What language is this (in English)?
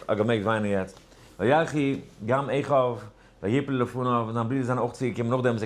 Yiddish